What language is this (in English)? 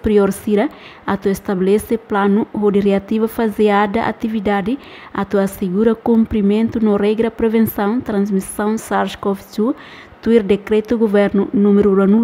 Tetum